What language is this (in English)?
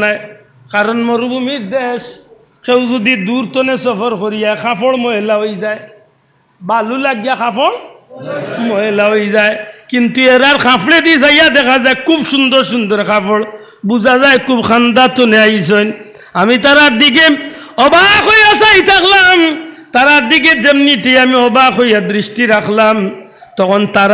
Sylheti